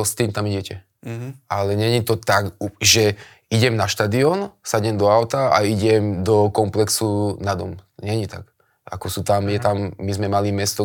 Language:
Slovak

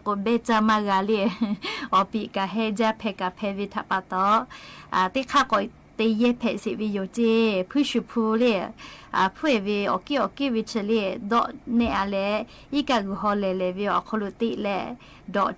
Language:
Lahu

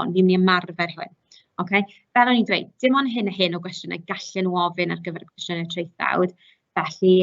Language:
Welsh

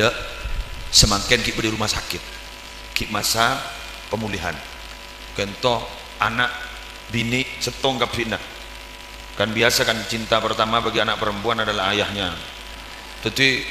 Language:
Madurese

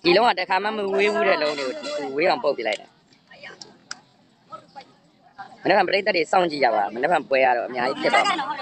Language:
Burmese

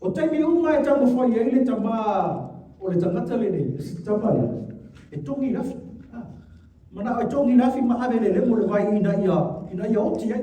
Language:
Samoan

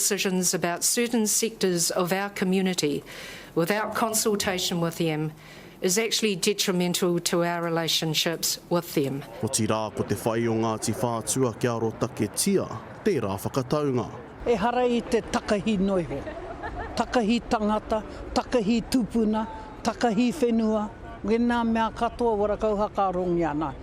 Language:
Māori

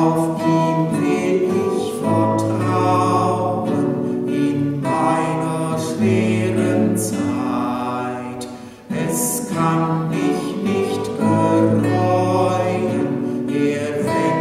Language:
German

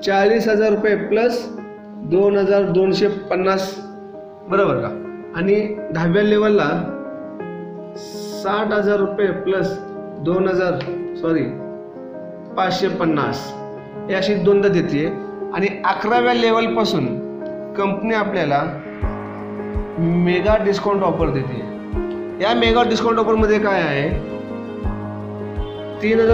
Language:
Marathi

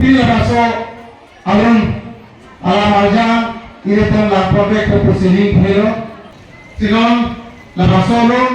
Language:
Karbi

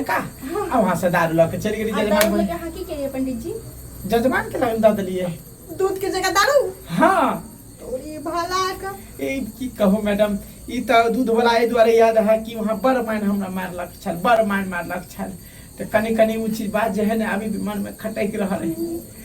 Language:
Maithili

